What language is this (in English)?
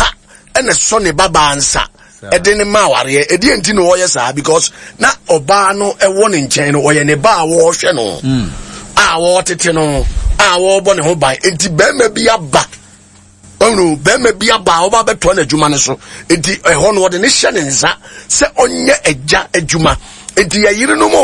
Akan